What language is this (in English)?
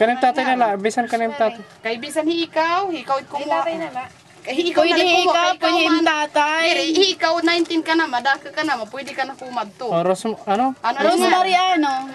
Waray